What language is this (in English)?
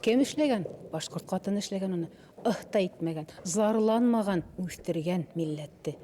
Bashkir